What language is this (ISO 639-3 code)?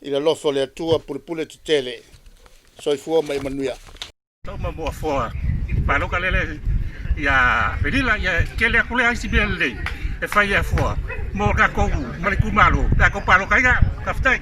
smo